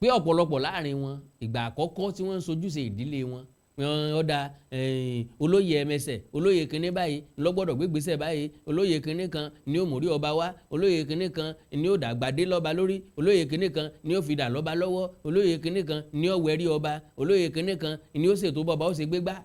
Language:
Yoruba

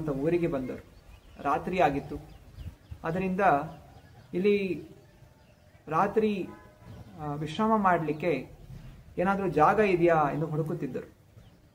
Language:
Kannada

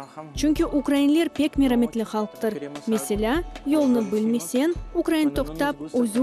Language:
Crimean Tatar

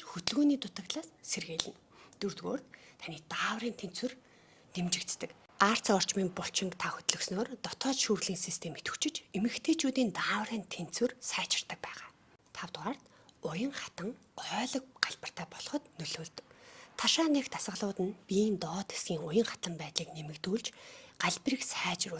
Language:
Mongolian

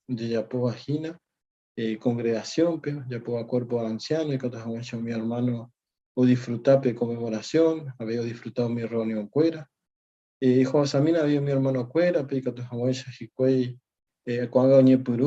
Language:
Guarani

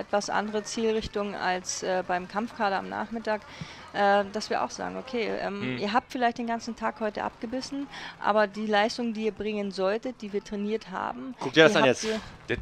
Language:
German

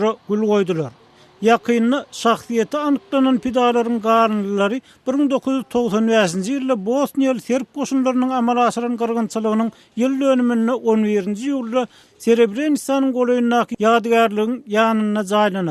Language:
Turkmen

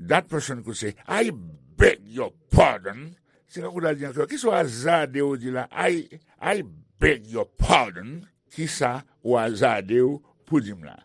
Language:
Haitian Creole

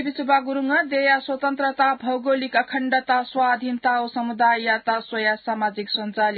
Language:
Newari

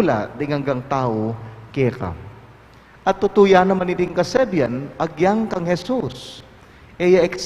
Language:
Pampanga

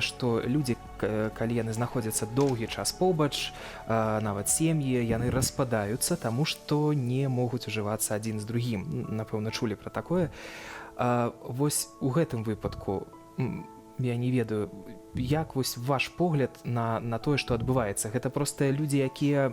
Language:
Belarusian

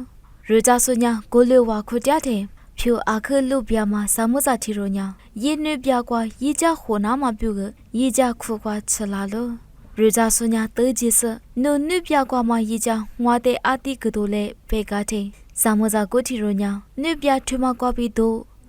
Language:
Lisu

